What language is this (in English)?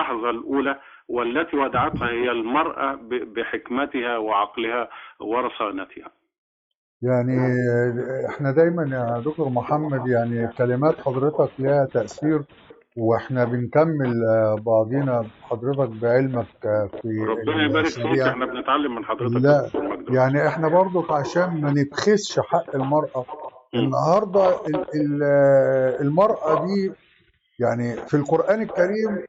Egyptian Arabic